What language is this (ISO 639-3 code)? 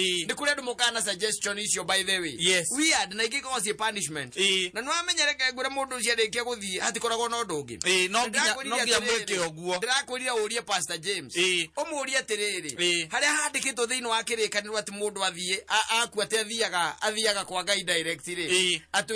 kik